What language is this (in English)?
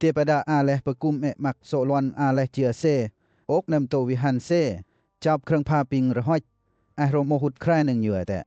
Western Lawa